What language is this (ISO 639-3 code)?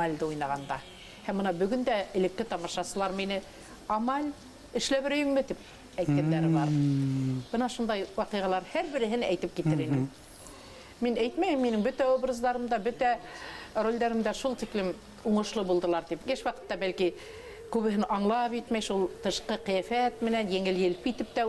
bak